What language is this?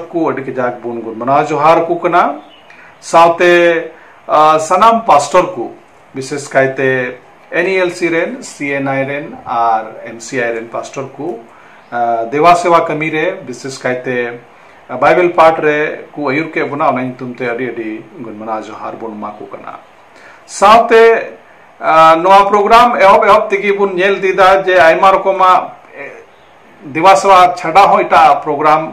Santali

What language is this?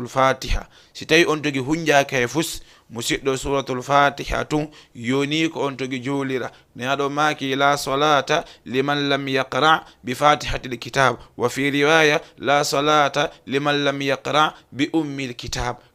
Fula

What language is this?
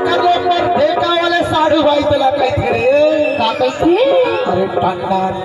Chhattisgarhi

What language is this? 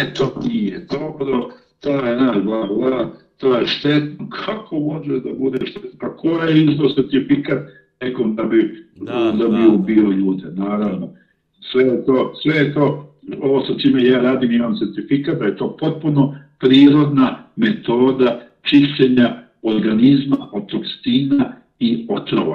Serbian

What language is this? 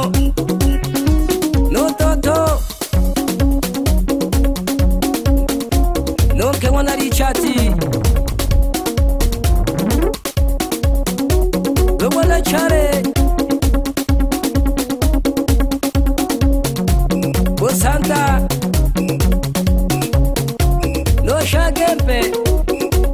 Swahili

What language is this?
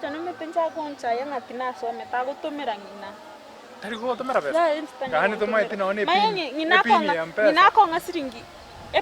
Gusii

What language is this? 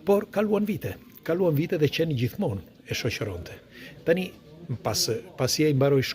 Albanian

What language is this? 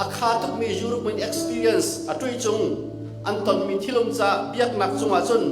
Hakha Chin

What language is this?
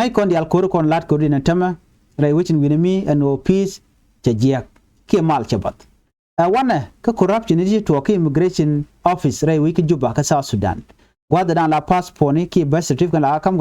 Nuer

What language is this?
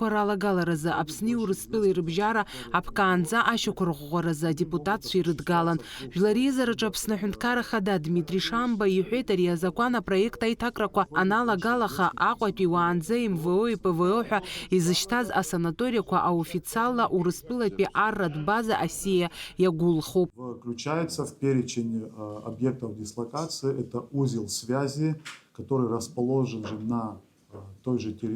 Abkhazian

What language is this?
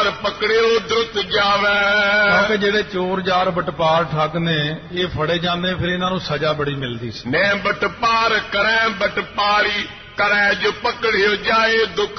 Punjabi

